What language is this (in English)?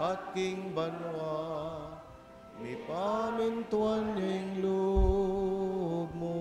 Pampanga